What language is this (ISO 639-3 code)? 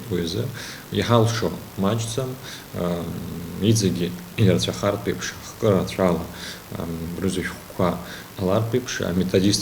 abk